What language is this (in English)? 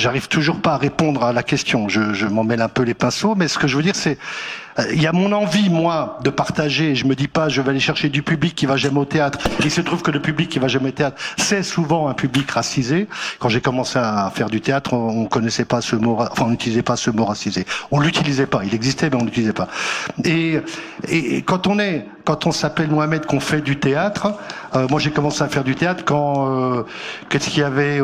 French